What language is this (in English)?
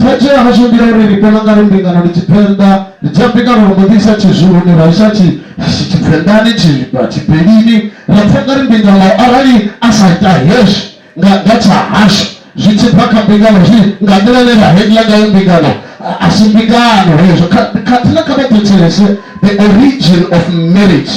Venda